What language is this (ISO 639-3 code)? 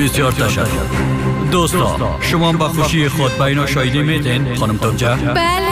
fas